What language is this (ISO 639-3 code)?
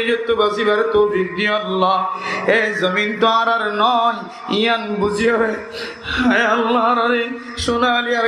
rhg